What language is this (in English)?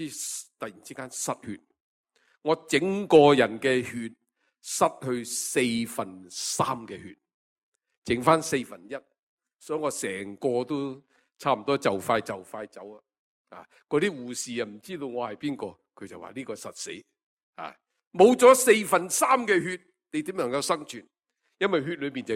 Cantonese